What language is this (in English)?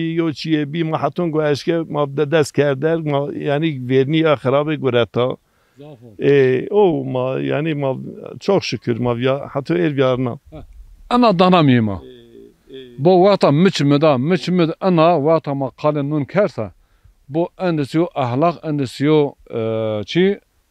Zaza